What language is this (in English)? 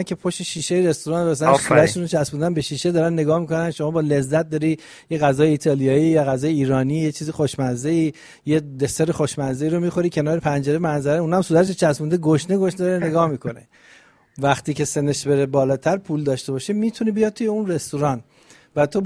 Persian